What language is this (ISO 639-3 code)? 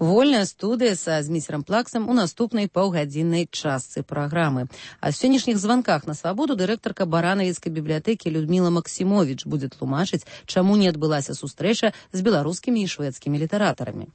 bel